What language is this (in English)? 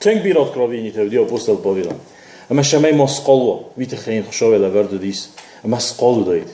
Ossetic